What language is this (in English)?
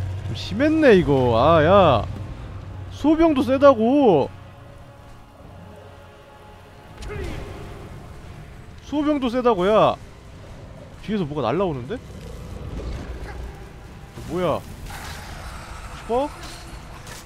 Korean